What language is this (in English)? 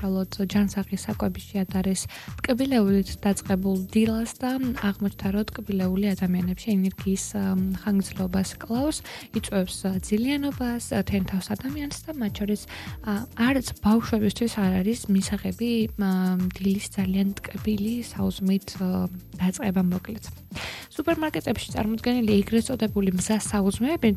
Georgian